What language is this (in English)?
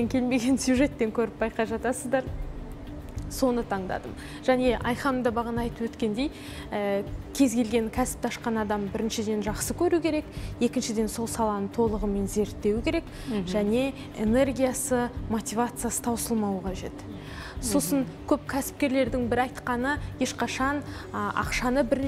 Kazakh